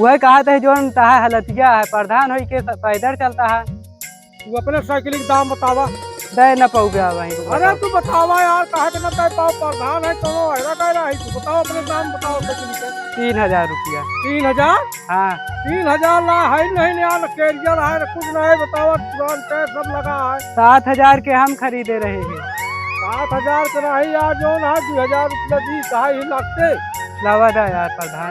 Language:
Awadhi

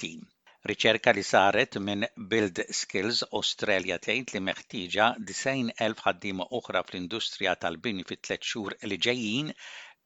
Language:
Maltese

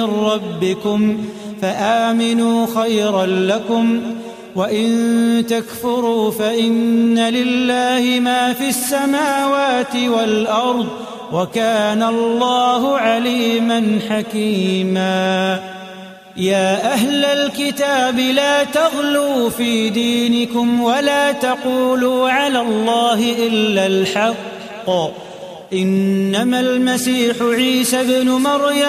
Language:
Arabic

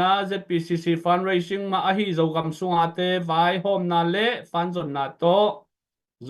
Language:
Tedim Chin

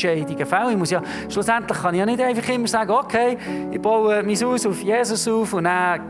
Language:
Swiss German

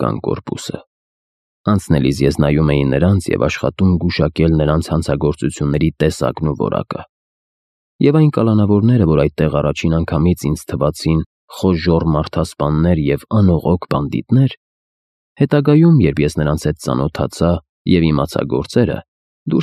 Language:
Armenian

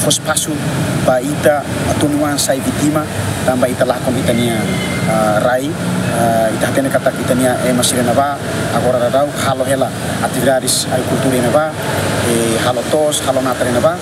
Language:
Tetum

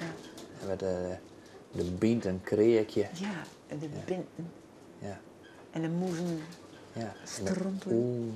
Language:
Western Frisian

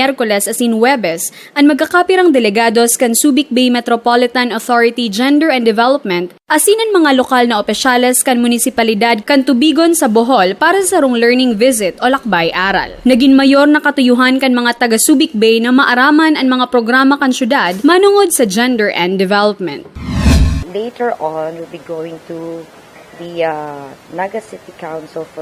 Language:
Bikol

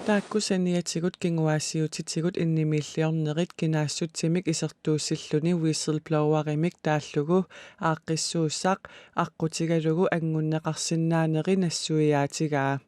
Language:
Kalaallisut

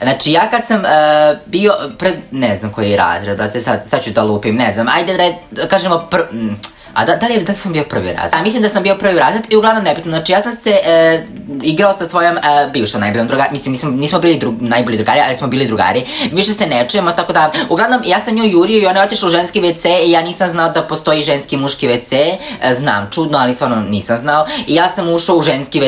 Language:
Serbian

